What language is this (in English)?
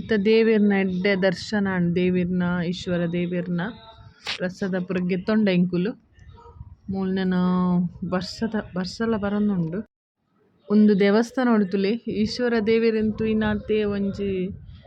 Tulu